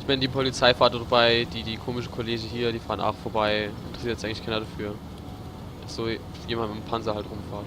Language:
Palatine German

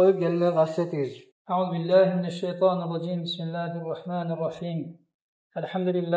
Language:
Kumyk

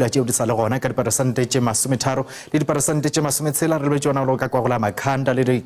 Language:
Northern Sotho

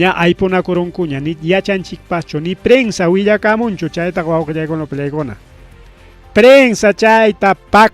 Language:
Ayacucho Quechua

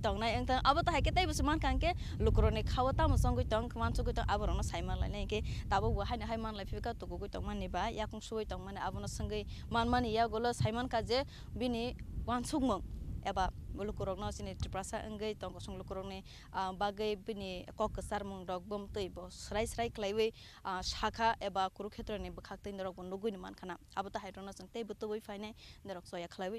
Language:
Kok Borok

